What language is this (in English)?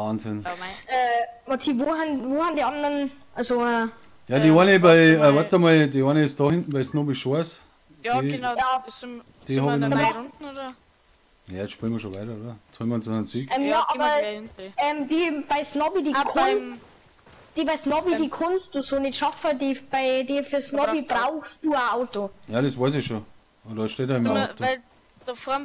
Bavarian